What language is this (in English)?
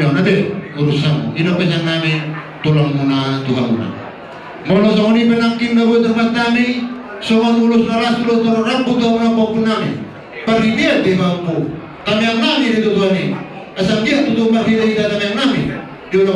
Batak Toba